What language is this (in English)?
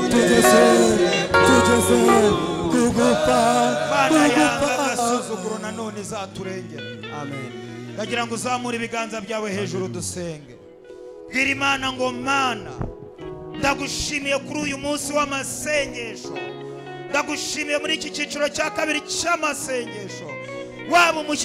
Kinyarwanda